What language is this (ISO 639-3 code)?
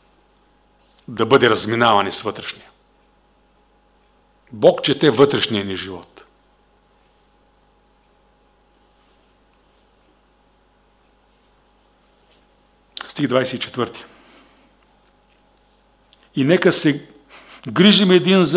bul